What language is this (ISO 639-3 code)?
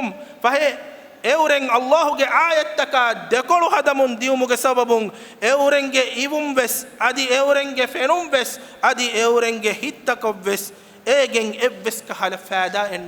div